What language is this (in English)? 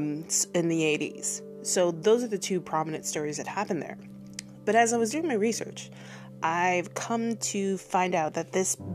English